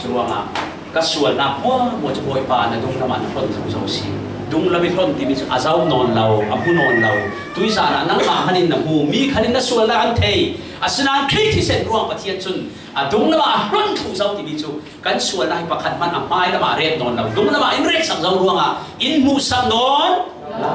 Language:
Falam Chin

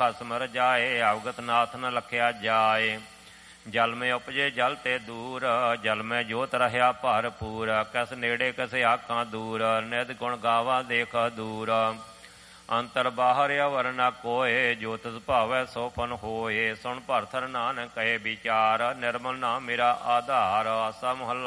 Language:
Punjabi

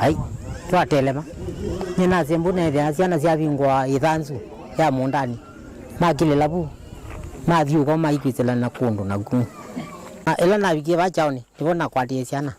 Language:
Kamba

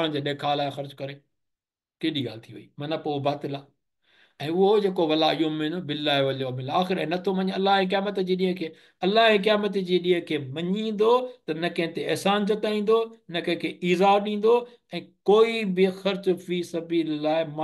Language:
Sindhi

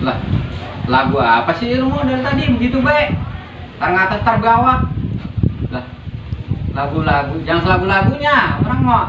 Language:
Betawi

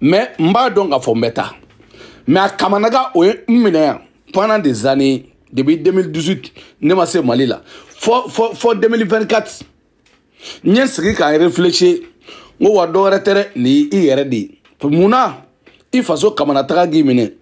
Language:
Bambara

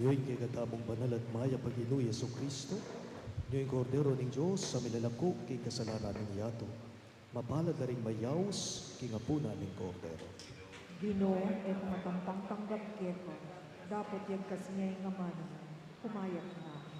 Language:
Pampanga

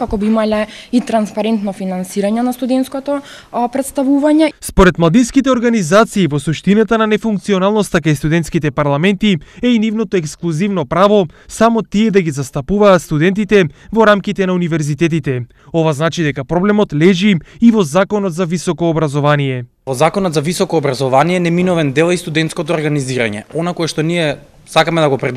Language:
Macedonian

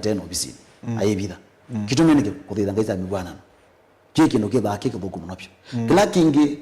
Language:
Kamba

